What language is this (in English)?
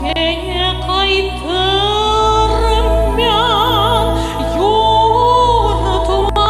Crimean Tatar